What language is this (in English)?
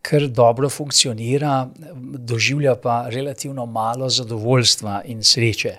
Slovenian